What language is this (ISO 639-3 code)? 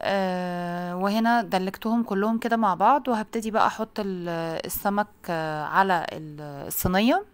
arz